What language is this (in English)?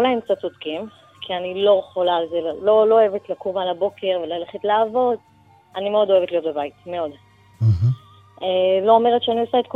Hebrew